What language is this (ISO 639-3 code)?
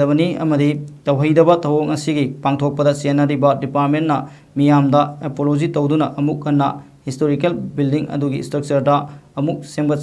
mni